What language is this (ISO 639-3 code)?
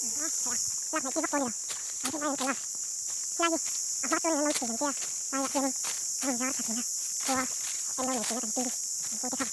lus